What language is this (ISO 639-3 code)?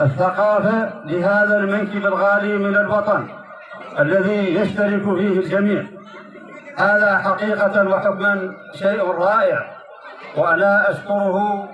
ful